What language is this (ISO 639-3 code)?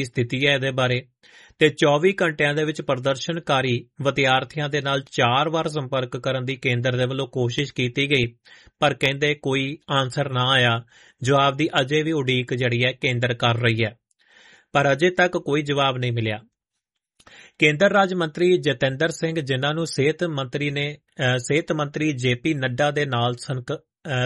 pan